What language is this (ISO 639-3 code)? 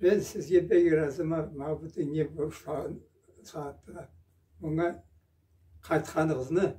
krc